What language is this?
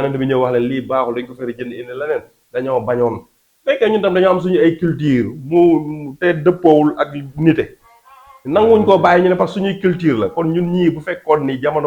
Wolof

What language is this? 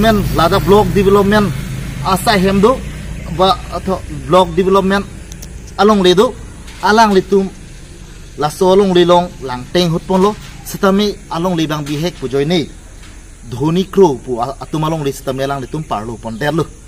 Karbi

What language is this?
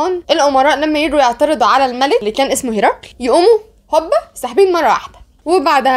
Egyptian Arabic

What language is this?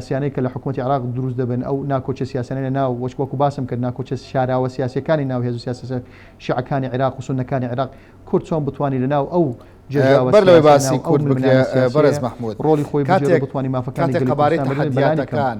Central Kurdish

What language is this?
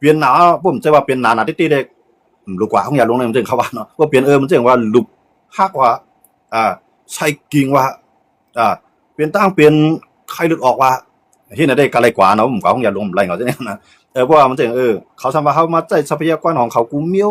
Shan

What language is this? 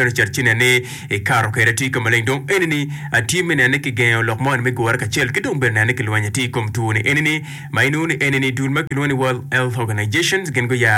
Acoli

